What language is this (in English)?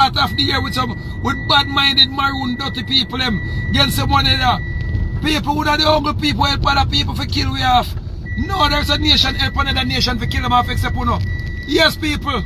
Jamaican Creole English